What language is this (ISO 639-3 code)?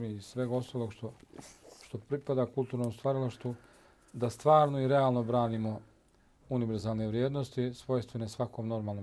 bos